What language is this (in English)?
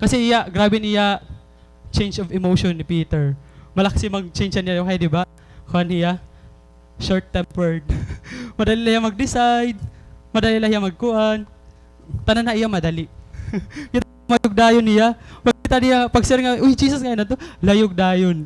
Waray